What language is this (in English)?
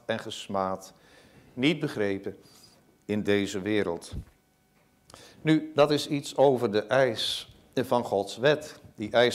Dutch